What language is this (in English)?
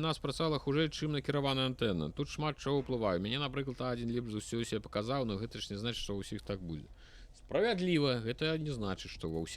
Belarusian